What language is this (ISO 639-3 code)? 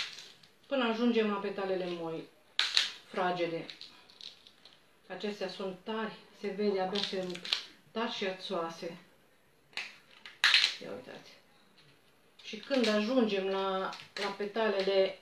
ron